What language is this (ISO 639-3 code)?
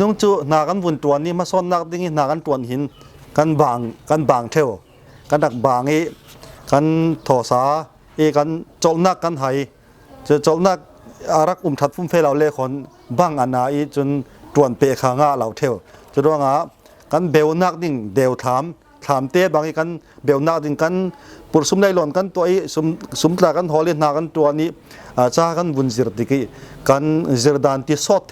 cfm